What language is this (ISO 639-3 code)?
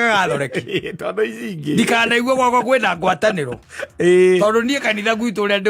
kik